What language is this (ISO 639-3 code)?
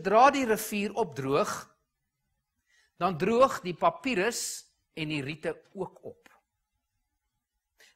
afr